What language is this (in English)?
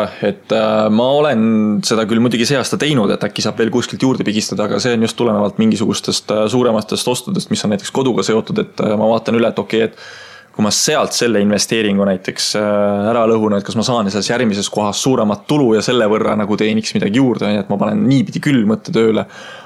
Estonian